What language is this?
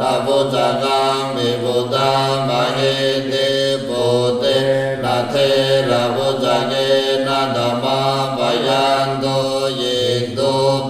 Pali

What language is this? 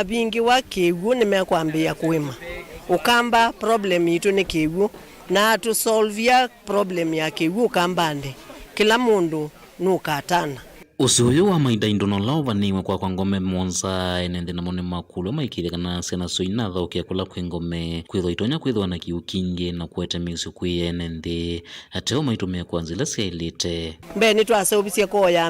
Kamba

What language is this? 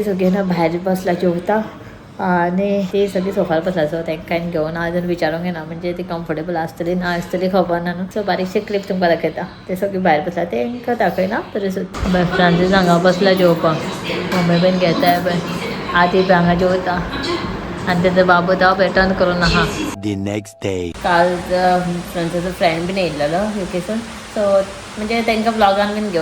Konkani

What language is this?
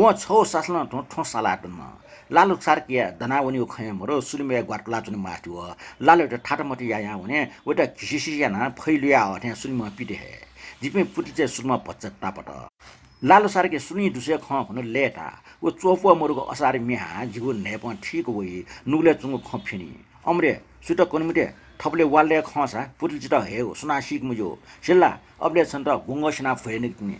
Newari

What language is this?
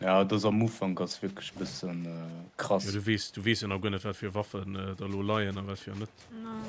Luxembourgish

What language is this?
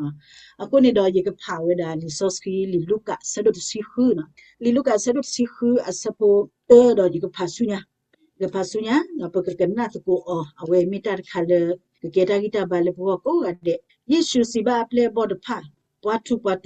S'gaw Karen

